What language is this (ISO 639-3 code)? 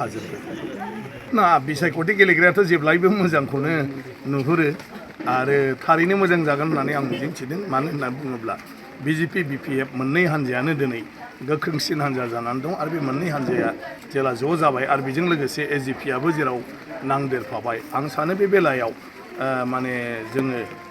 brx